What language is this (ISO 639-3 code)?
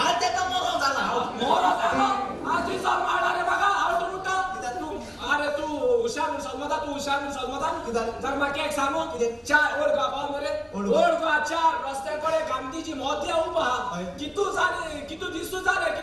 kok